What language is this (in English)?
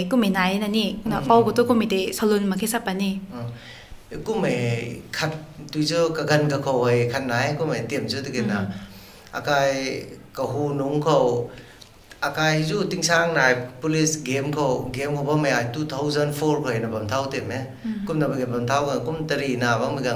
Rongmei Naga